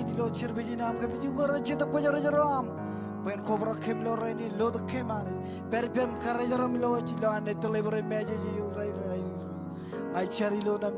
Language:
Marshallese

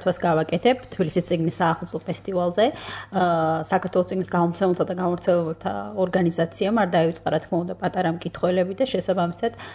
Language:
Georgian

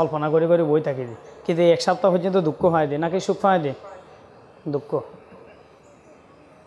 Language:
Bangla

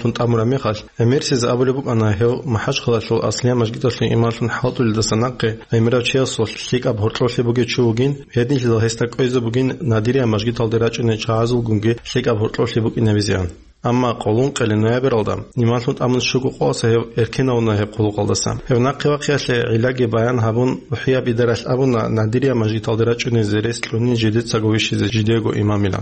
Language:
Avaric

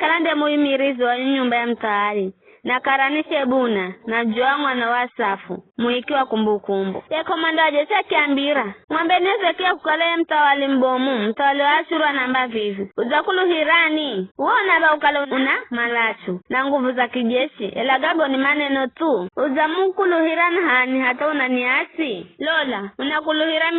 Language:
Giryama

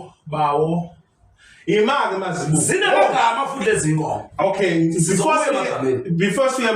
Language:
Zulu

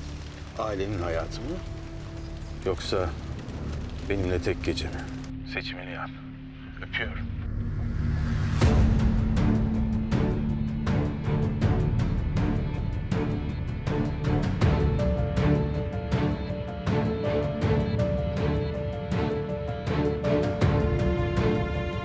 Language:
Turkish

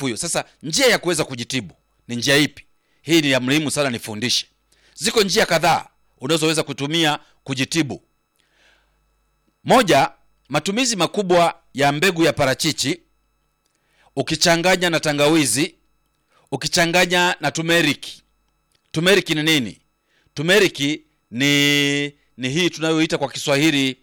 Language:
Swahili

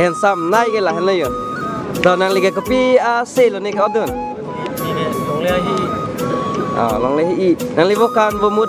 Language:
Karbi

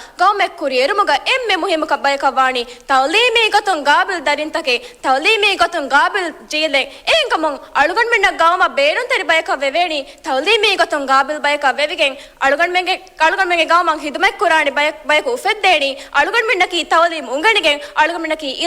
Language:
Divehi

